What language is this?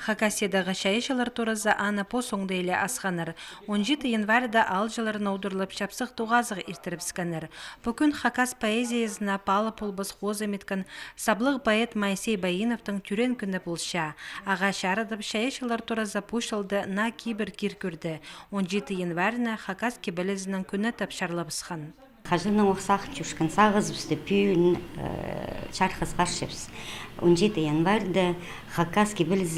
Khakas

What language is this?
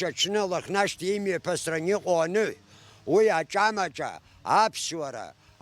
Abkhazian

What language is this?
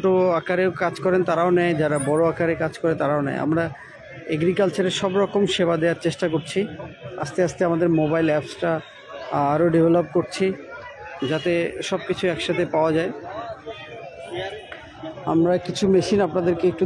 Bangla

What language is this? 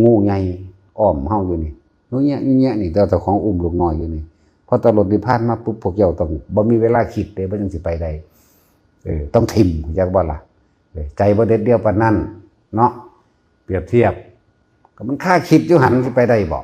Northeastern Thai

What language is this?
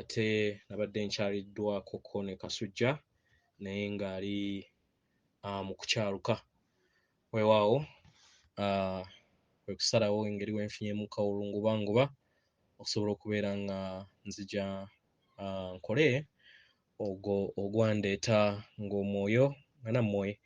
Ganda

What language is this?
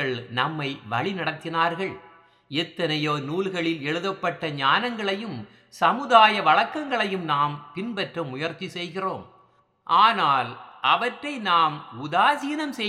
Tamil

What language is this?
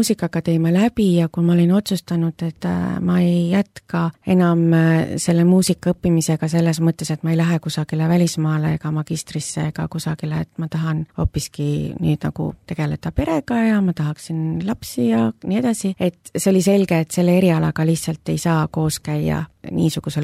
Estonian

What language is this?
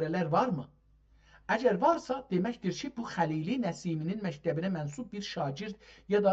South Azerbaijani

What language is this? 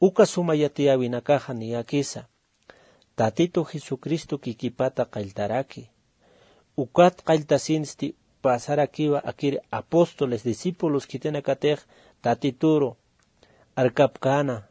Aymara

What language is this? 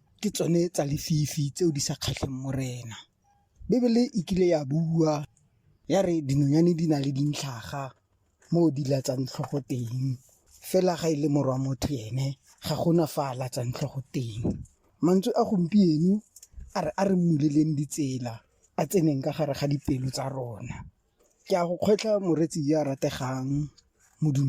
Tswana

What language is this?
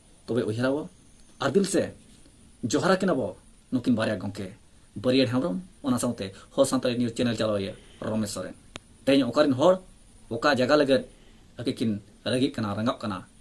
Santali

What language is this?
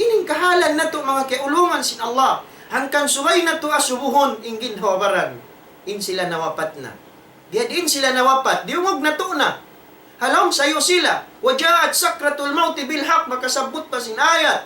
Tausug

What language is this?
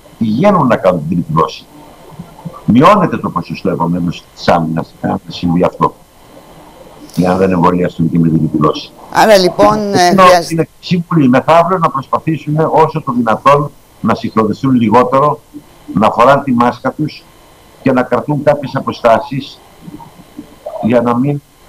Greek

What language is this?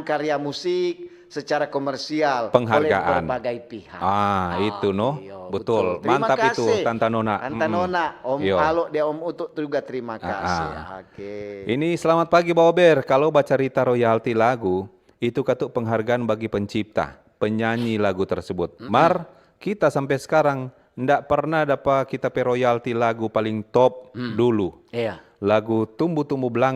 Manado Malay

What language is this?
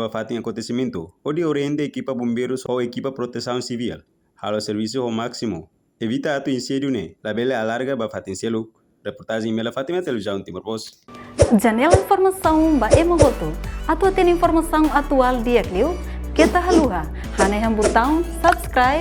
Tetum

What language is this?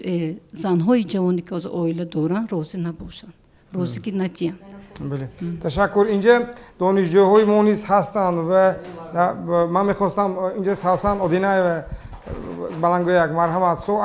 Tajik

